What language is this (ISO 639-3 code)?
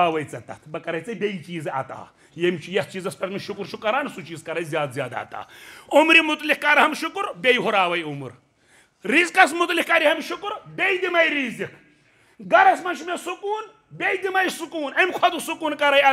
kas